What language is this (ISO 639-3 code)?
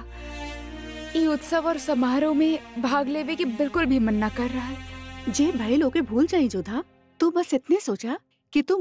bho